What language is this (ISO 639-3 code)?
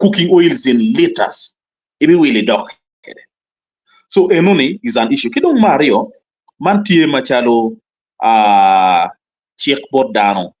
ach